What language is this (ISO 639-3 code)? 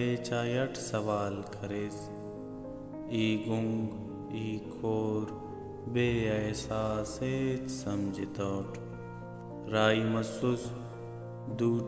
brh